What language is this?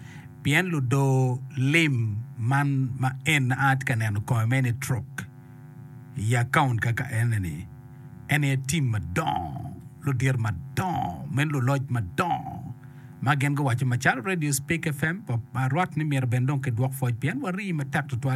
Acoli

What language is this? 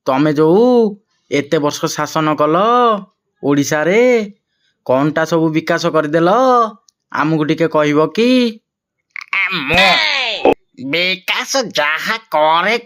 Odia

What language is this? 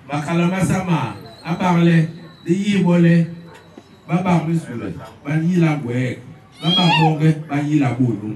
Basaa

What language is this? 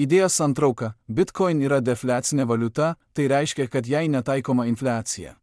Lithuanian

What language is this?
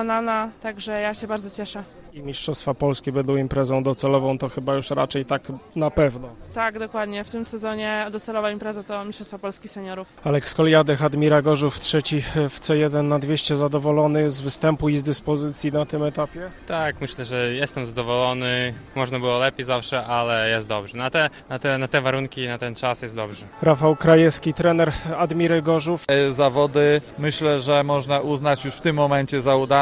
Polish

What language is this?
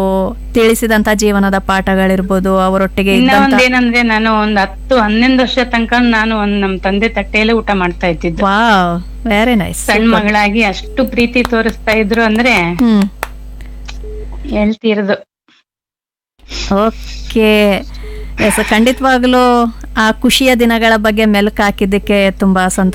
Kannada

